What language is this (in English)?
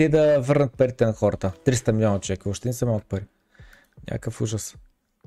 Bulgarian